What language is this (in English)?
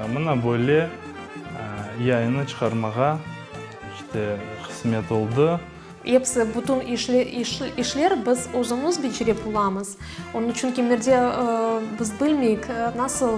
Crimean Tatar